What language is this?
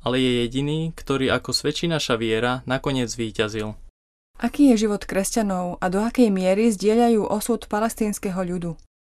Slovak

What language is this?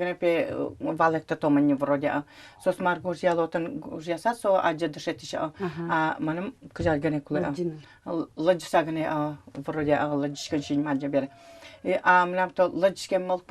Udmurt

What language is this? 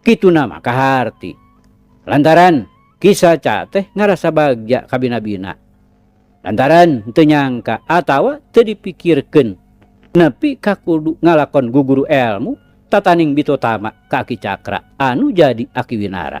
Sundanese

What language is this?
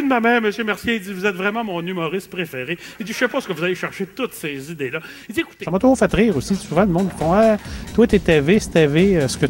French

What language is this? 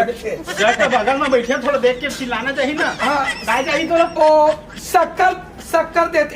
Chhattisgarhi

